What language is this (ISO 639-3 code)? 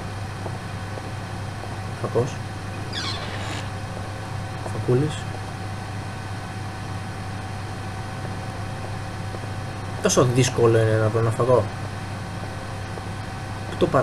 ell